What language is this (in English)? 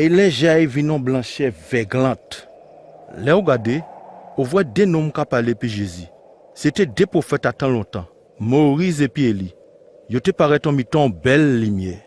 Guadeloupean Creole French